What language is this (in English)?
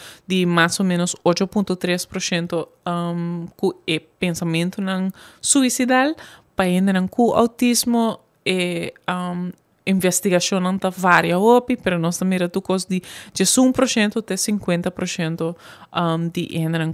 Papiamento